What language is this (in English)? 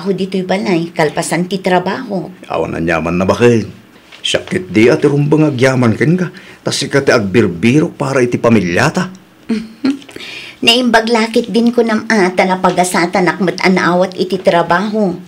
Iloko